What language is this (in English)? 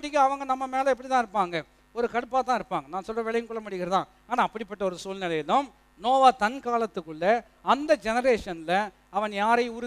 Tamil